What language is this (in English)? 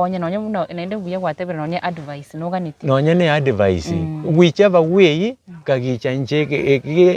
Gusii